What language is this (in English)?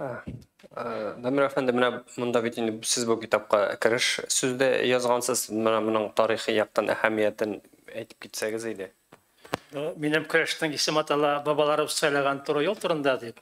Tatar